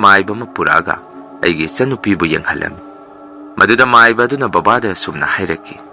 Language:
Manipuri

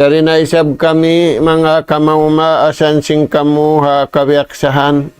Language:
Tausug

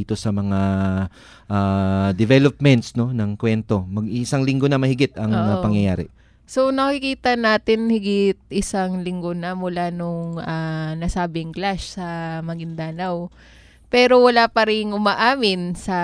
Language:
Filipino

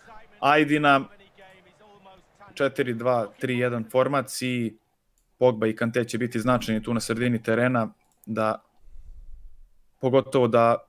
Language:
Croatian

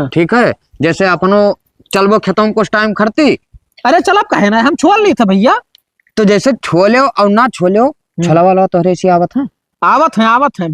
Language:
Awadhi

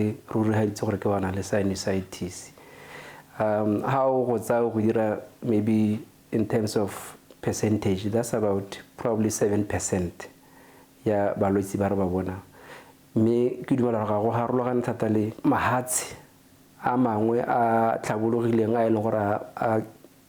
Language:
Tswana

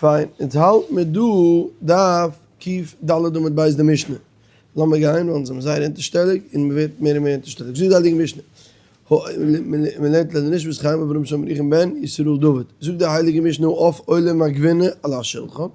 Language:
Yiddish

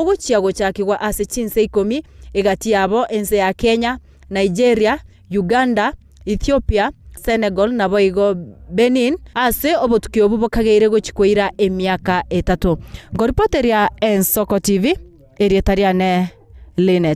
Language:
Gusii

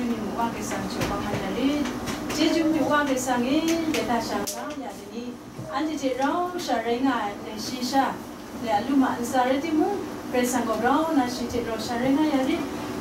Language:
Kachin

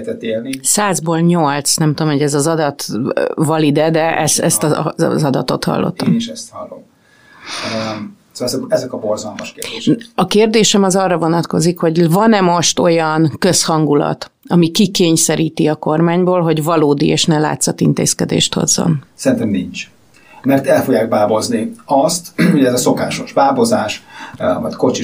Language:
Hungarian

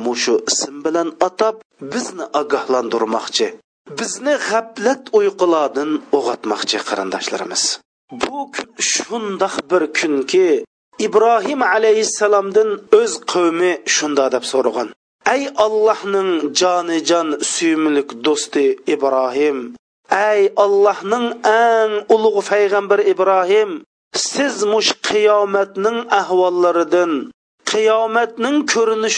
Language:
Uyghur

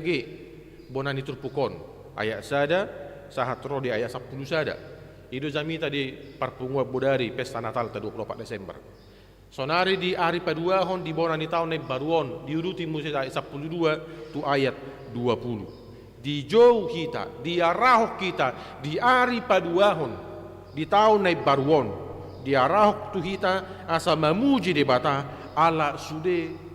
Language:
Batak Toba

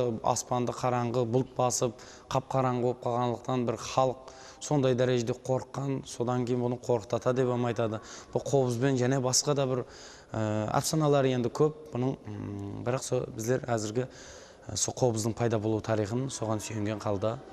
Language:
Kara-Kalpak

